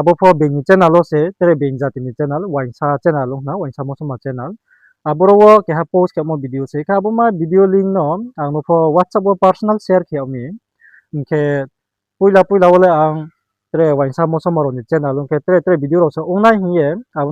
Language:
Riang (India)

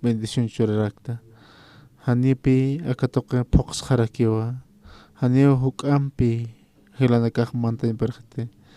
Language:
Aymara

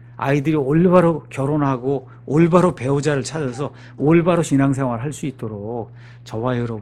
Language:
Korean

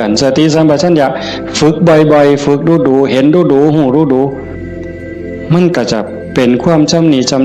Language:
Northeastern Thai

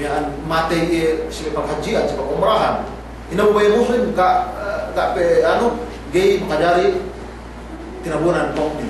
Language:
Yakan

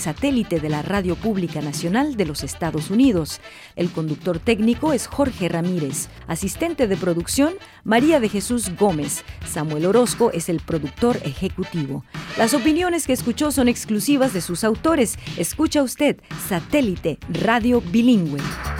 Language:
Spanish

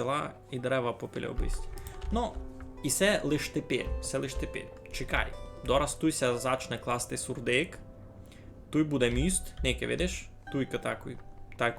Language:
Rusyn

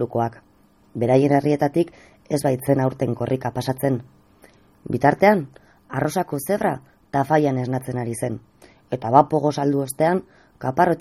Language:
Basque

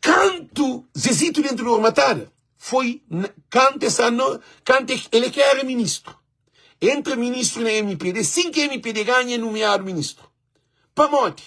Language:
Kabuverdianu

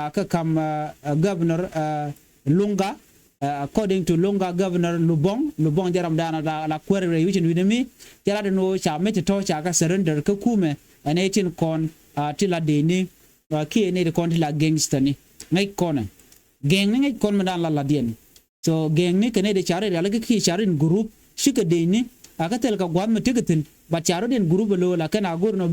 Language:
Nuer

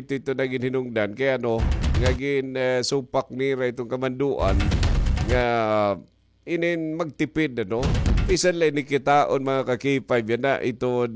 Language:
Waray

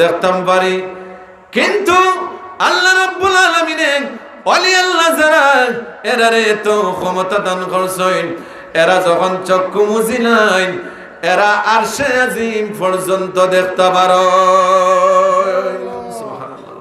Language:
Sylheti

